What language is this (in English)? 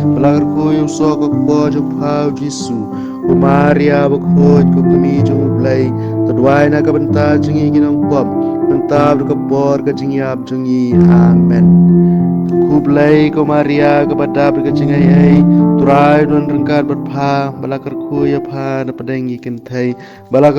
Khasi